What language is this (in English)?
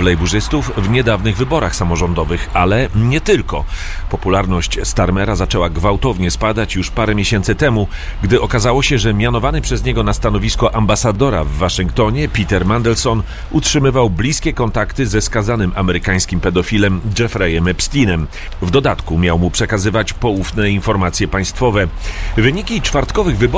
Polish